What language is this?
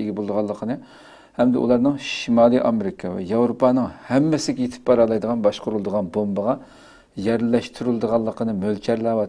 Uyghur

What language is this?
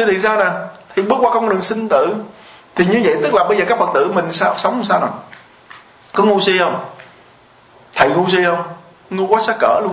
Vietnamese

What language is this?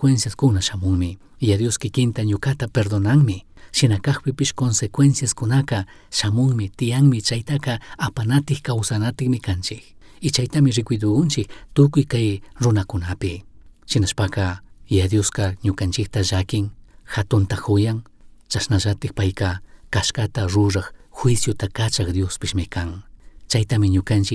Chimborazo Highland Quichua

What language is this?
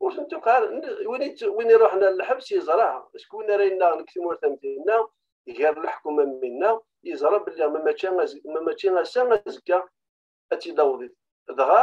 Kabyle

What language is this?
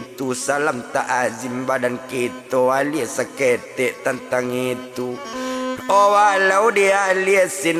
Minangkabau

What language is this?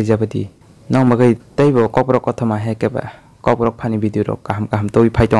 Kok Borok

